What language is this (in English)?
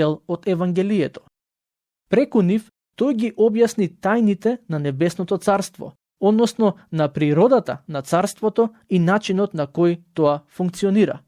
Macedonian